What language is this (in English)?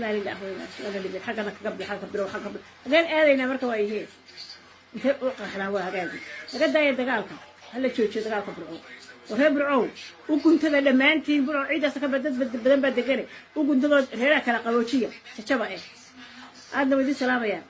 Somali